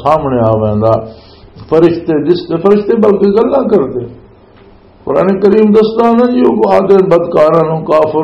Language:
Western Panjabi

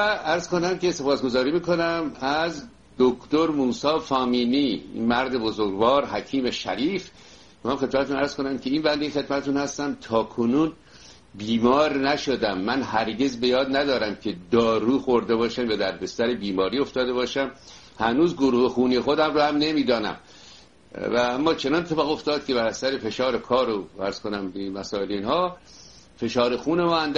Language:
Persian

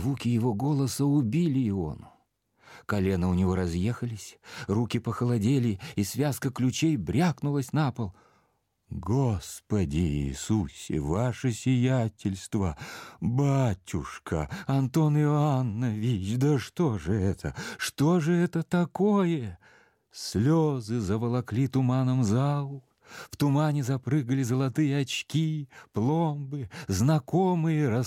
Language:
Russian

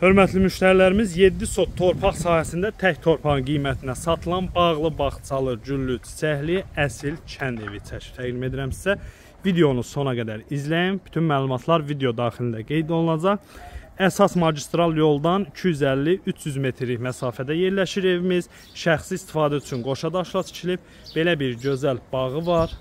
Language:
Azerbaijani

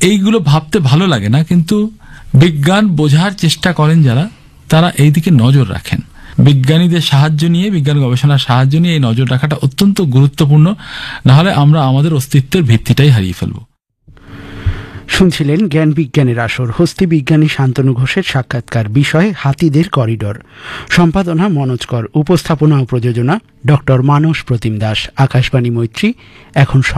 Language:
Bangla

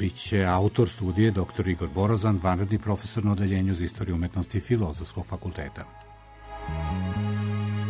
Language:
Serbian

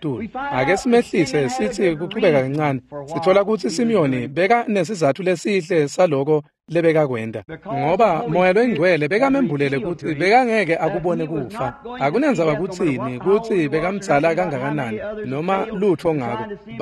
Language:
Swati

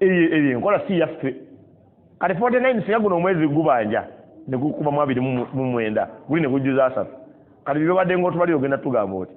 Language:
Ganda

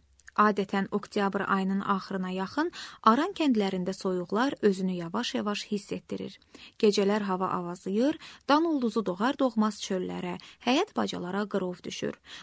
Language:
Azerbaijani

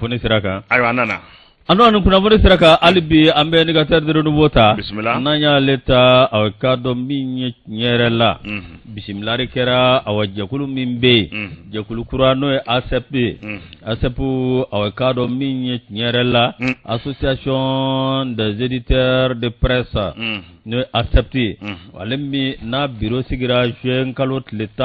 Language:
Bambara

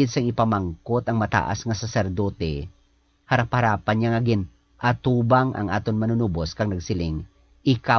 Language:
Hiligaynon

